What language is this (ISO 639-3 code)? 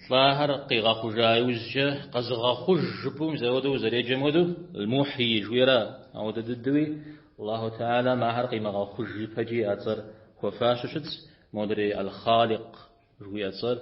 kbd